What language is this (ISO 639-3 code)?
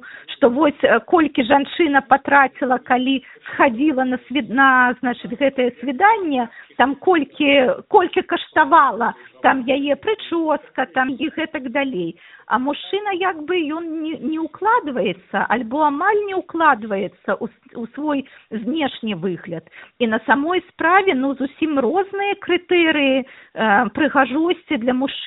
bel